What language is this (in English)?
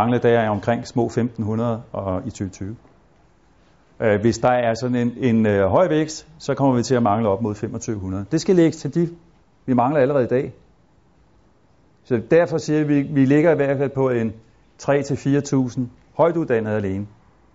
Danish